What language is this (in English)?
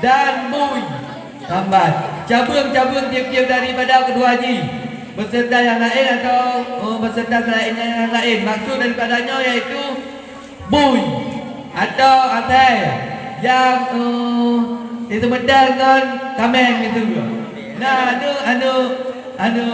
Achinese